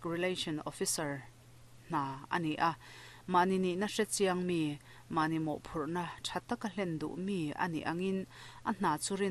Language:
Mizo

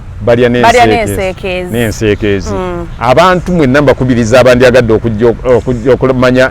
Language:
Ganda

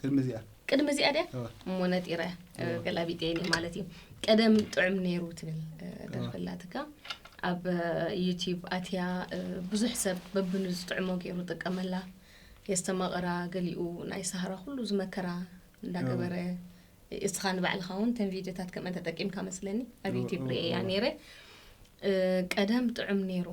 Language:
Tigrinya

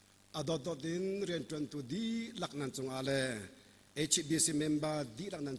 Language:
Hakha Chin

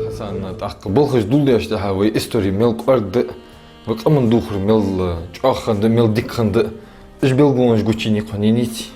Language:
Ingush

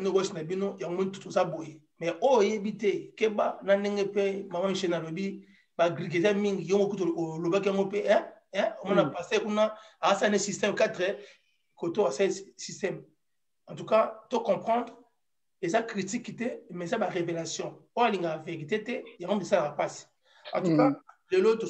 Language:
Lingala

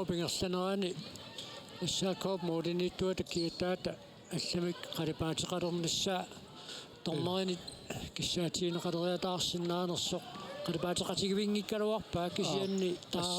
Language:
Kalaallisut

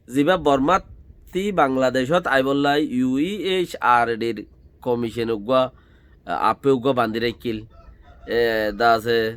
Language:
Rohingya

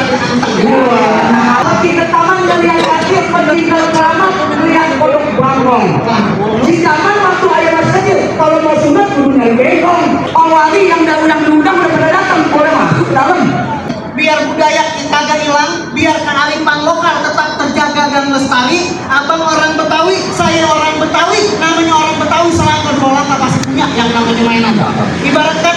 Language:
Betawi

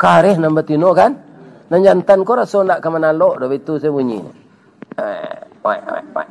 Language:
Minangkabau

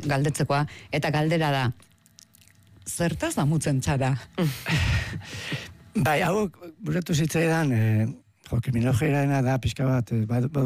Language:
Basque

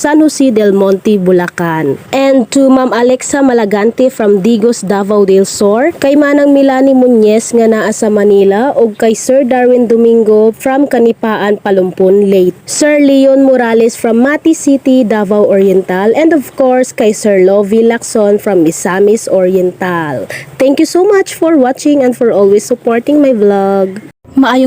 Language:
Cebuano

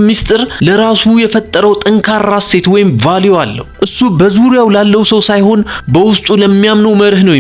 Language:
Amharic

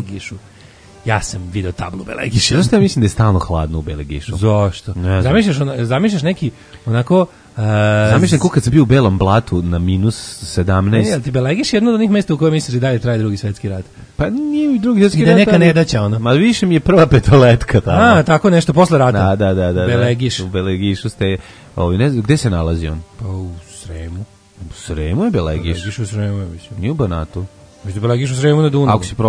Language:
Serbian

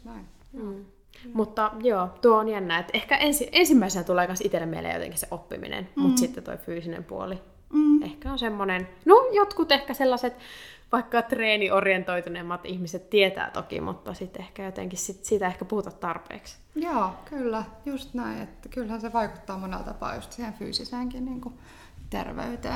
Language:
Finnish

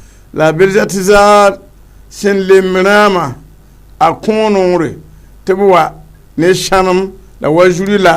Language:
Mossi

